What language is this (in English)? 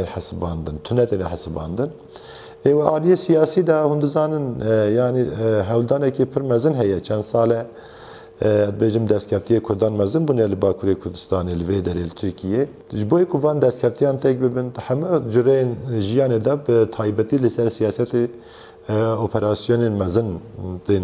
Kurdish